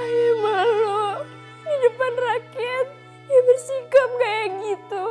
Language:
Betawi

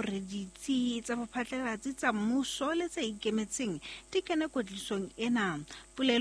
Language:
Southern Sotho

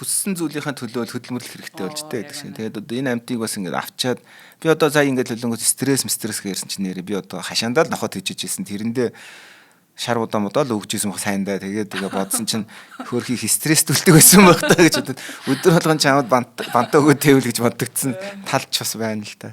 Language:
Mongolian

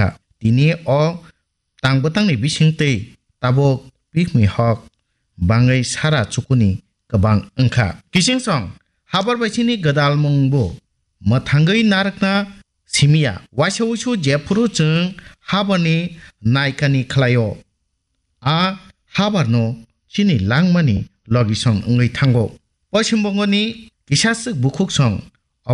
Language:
Kok Borok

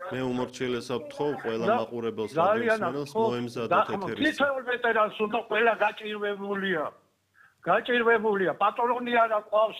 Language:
Georgian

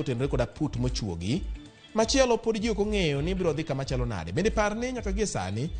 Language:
Luo (Kenya and Tanzania)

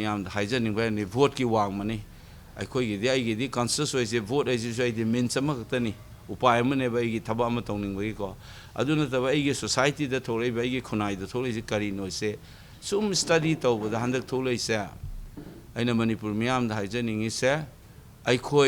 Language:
Manipuri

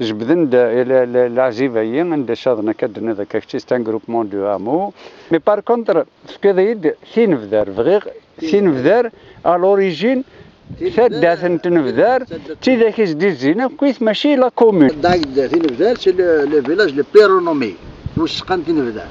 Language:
Kabyle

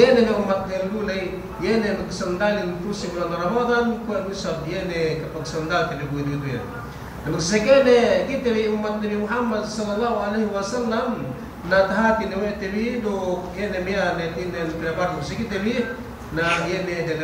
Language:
Yakan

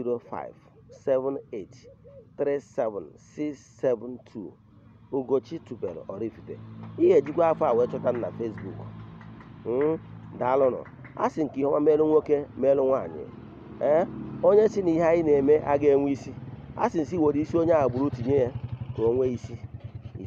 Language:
Igbo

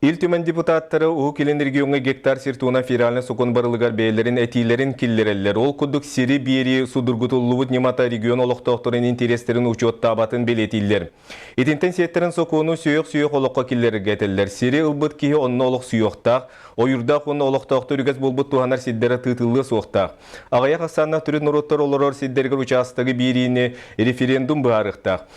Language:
Yakut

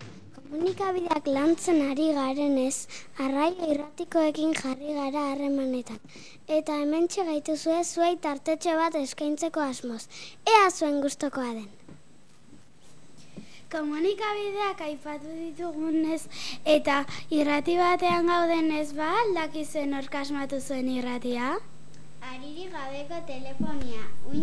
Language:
Basque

